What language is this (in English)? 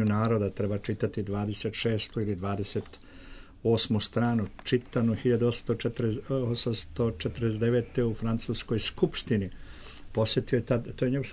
Serbian